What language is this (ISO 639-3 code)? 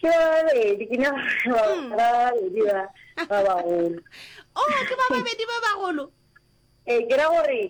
nso